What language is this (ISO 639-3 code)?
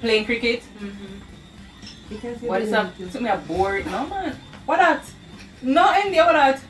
jam